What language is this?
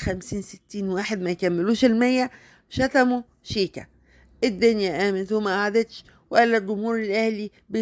Egyptian Arabic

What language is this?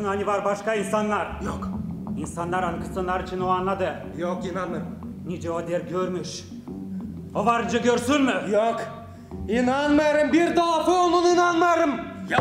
Gagauz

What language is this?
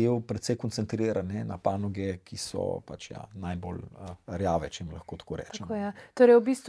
Slovenian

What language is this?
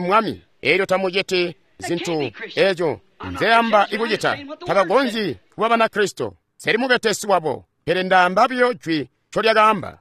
Tonga (Zambia)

